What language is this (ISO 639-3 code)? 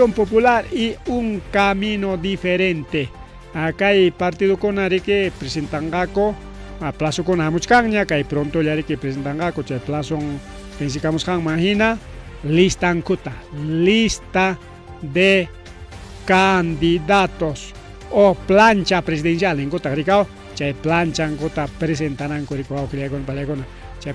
quy